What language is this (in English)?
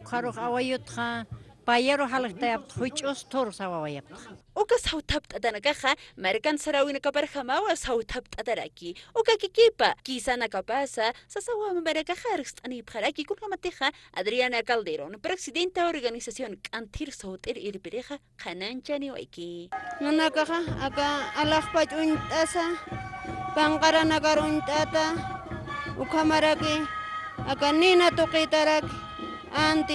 Aymara